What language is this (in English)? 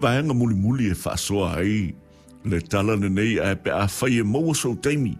Samoan